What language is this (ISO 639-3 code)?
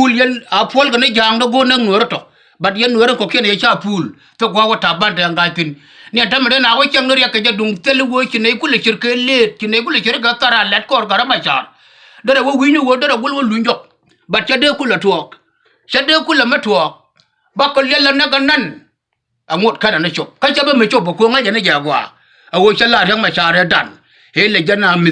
nus